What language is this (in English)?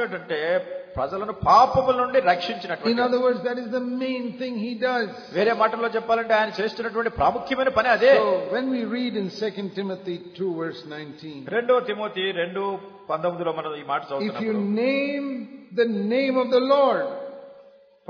Telugu